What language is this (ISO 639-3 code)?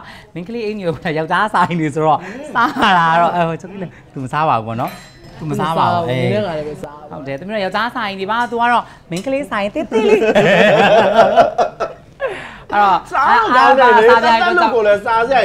mya